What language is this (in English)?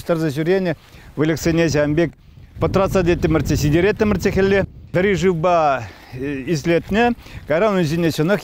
Chuvash